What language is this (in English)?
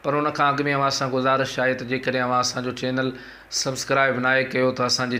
Sindhi